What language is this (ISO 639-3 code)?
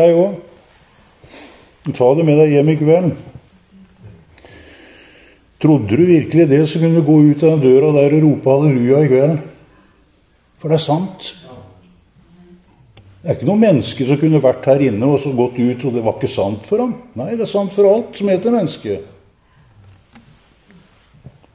nor